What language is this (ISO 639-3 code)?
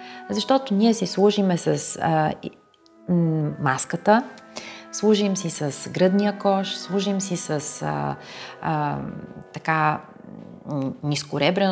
bul